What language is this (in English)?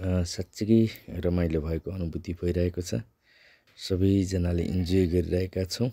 Nepali